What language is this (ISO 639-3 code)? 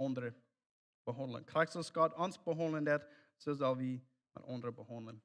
pdt